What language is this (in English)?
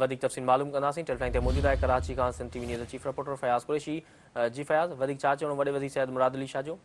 Sindhi